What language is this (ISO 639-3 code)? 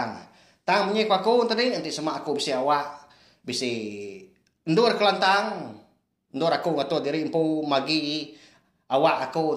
iba